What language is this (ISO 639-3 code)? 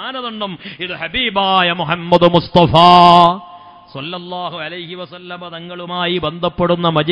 mal